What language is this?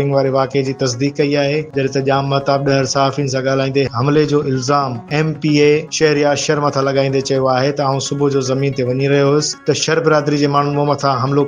Sindhi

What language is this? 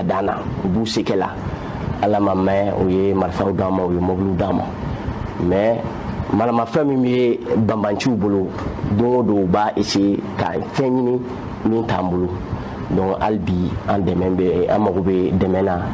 Bambara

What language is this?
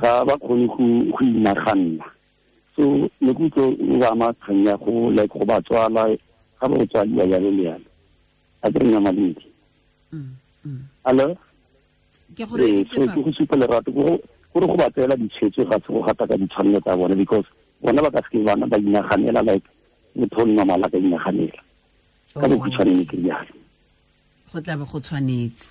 Tswana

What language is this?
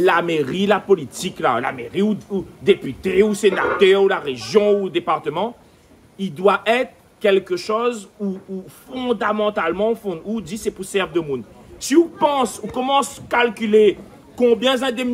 Réunion Creole French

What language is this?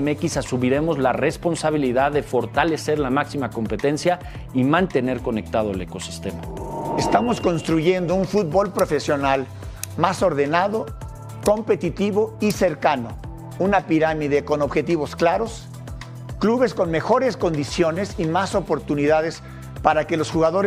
Spanish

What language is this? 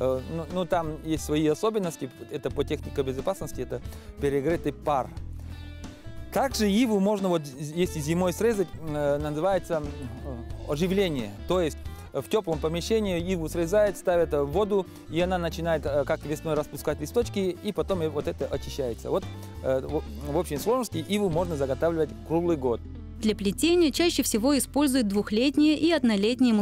Russian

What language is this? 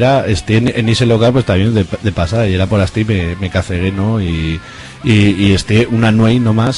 Aragonese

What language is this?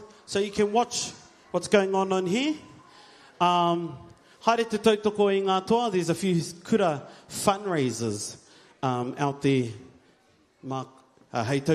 Māori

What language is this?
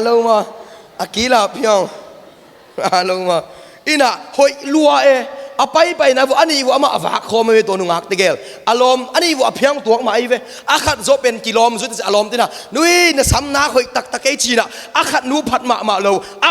Tedim Chin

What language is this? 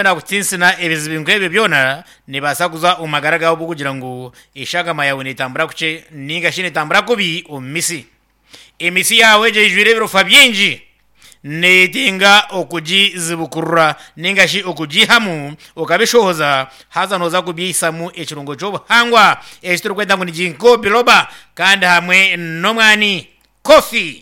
Nyankole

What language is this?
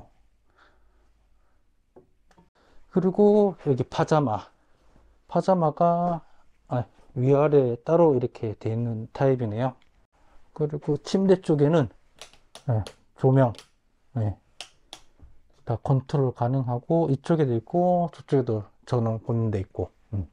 Korean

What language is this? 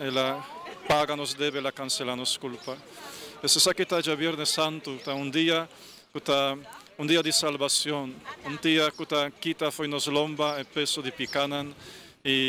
Papiamento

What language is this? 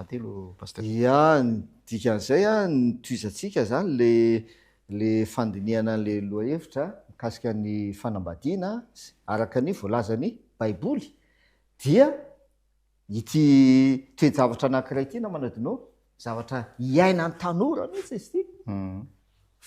Malagasy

